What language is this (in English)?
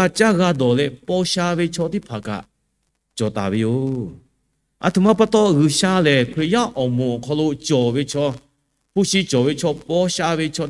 Lahu